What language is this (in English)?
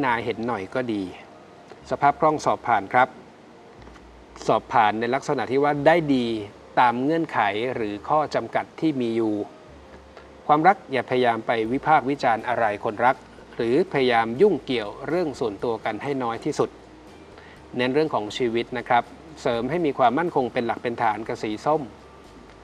Thai